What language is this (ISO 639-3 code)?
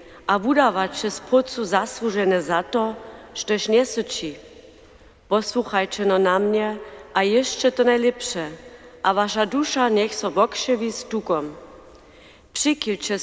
hsb